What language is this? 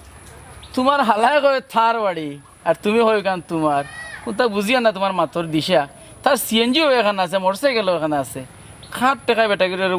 Sylheti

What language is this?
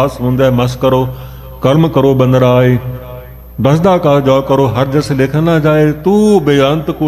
Punjabi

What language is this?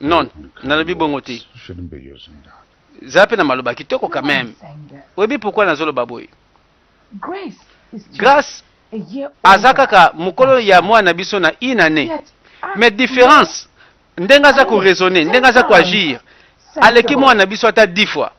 Lingala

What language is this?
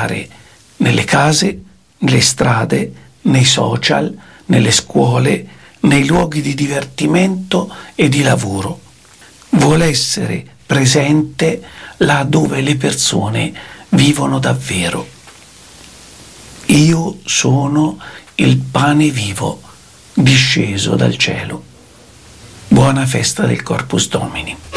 Italian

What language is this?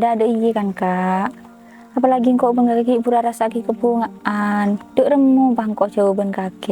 Madurese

